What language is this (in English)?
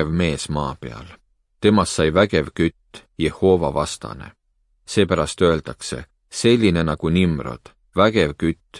Estonian